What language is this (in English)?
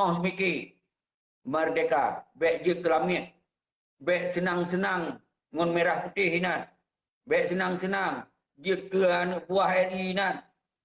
Achinese